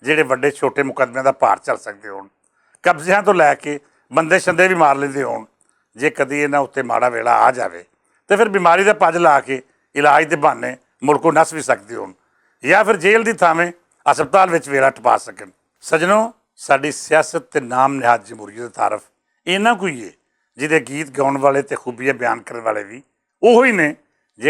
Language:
Western Panjabi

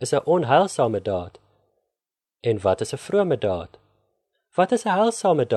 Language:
Afrikaans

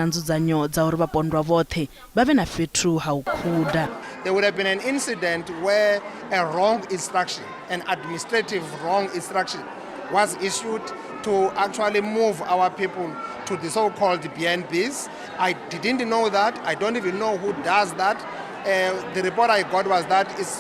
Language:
Venda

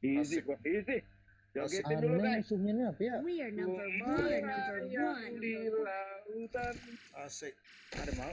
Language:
Banjar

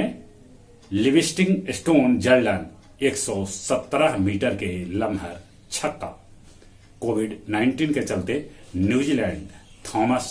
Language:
Magahi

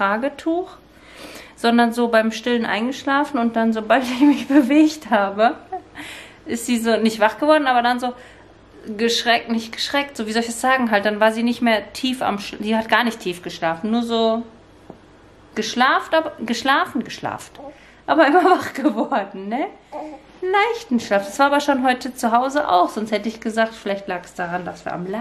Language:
German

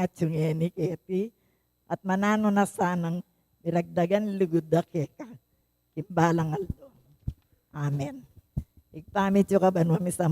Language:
Pampanga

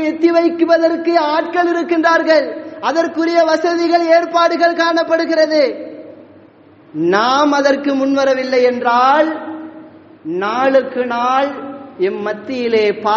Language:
Tamil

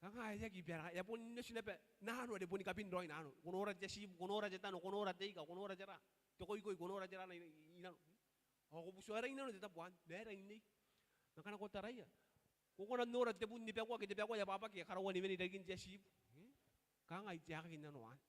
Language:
Gilbertese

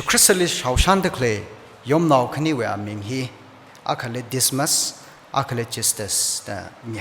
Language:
Tangkhul Naga (India)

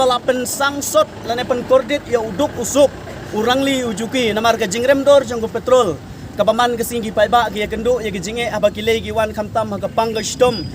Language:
Khasi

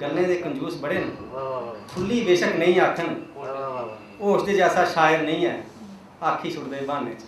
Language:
Dogri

